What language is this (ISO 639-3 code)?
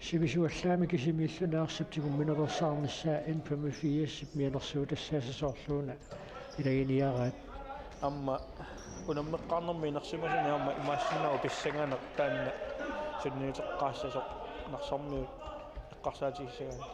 kal